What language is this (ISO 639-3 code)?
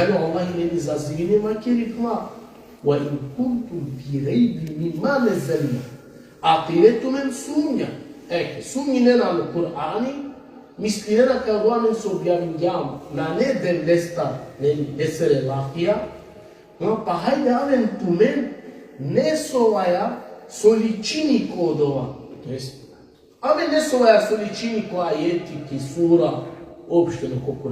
rmn